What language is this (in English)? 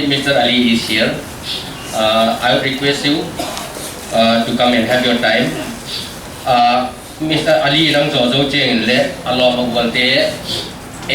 Paite Chin